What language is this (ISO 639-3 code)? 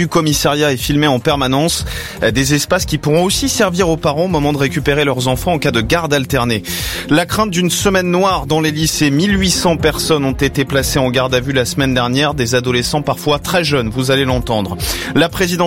fra